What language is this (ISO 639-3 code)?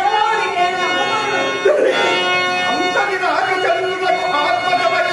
tel